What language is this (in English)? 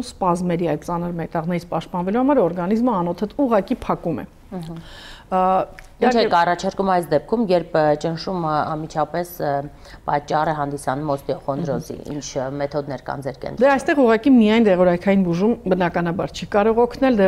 Armenian